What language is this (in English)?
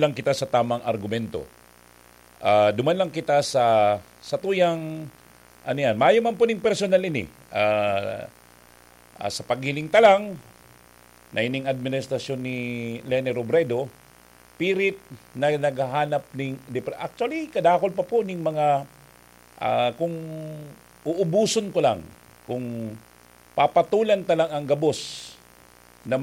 Bikol